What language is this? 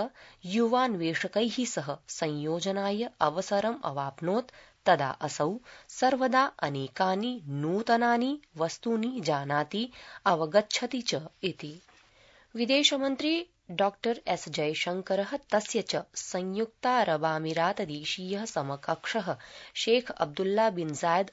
Sanskrit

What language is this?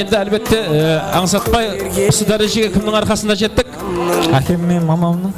Kara-Kalpak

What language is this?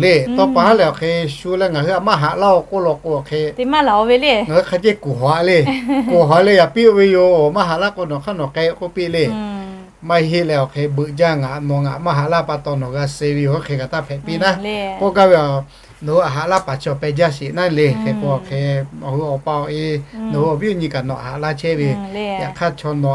Lahu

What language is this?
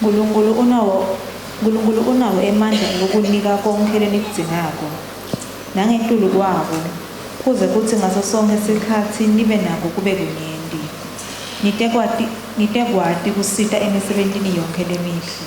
Swati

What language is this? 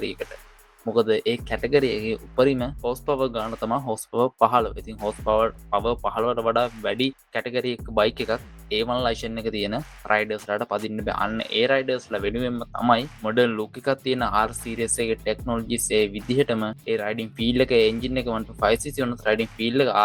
Sinhala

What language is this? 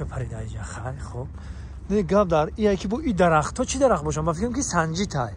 Tajik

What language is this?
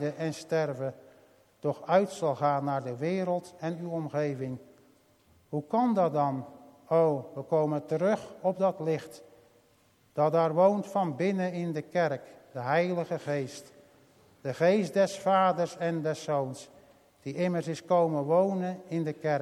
Dutch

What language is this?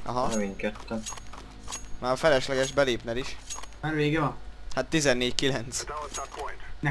Hungarian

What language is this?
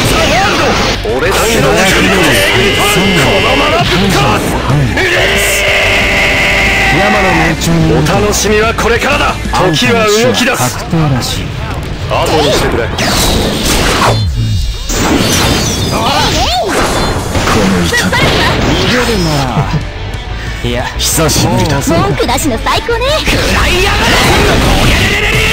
Japanese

